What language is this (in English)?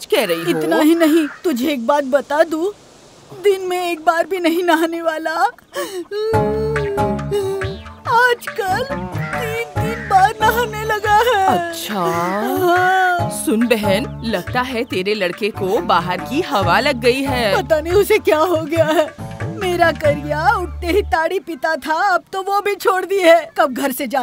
Hindi